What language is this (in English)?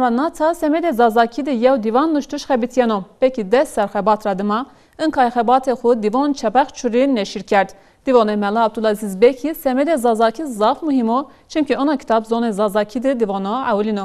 Zaza